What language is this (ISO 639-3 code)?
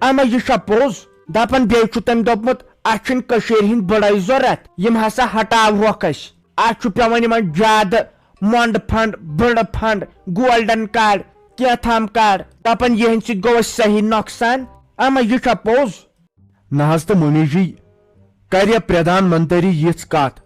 kas